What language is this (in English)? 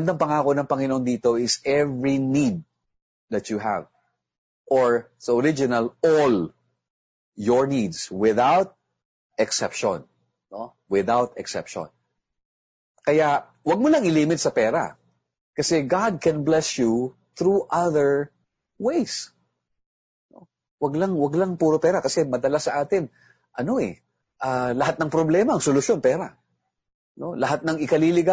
Filipino